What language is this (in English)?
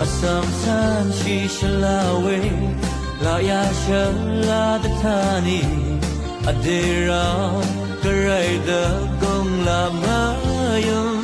Rawang